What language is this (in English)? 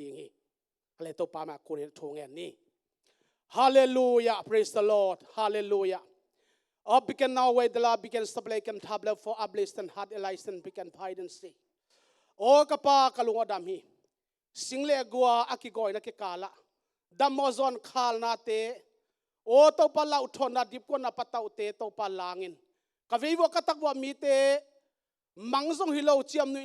Tedim Chin